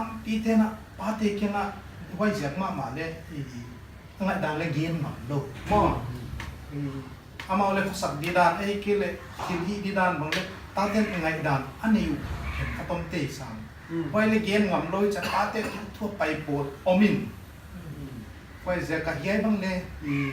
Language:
Paite Chin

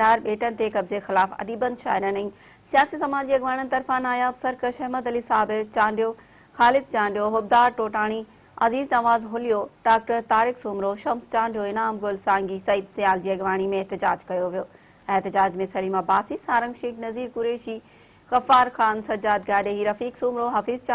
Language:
Sindhi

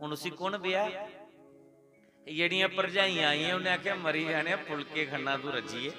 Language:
Dogri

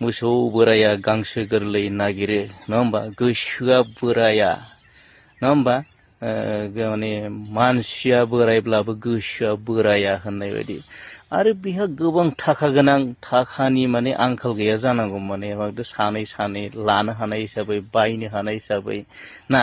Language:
Bodo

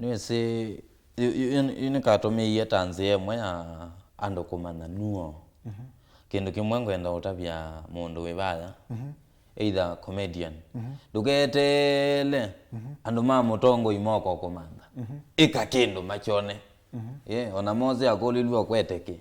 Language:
Kamba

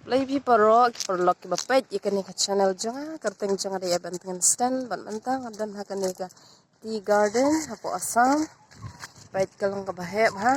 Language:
Khasi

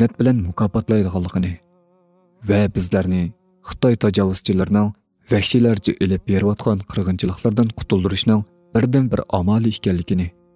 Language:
Uyghur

